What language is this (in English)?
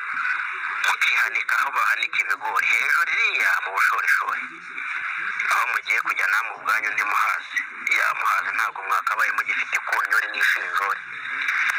Kinyarwanda